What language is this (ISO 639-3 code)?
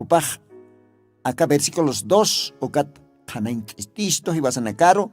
aym